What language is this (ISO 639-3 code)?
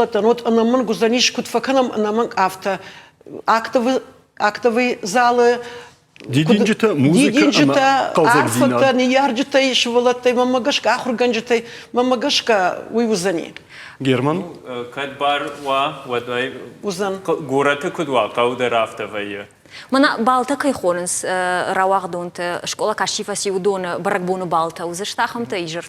oss